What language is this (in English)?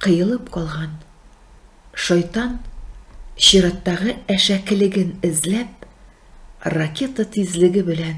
Tatar